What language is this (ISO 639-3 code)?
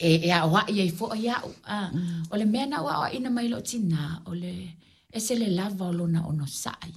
smo